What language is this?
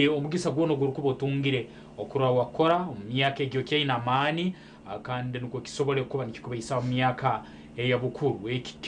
Nyankole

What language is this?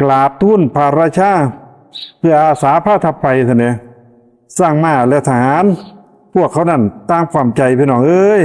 Lao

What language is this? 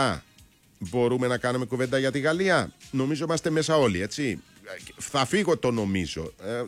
Greek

